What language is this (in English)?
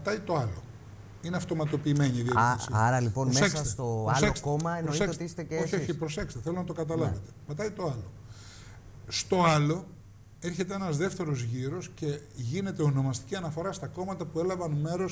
Greek